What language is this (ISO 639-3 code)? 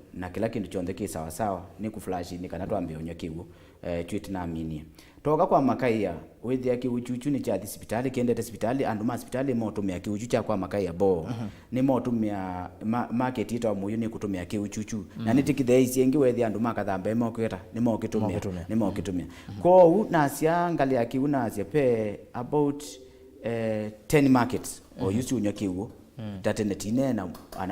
kam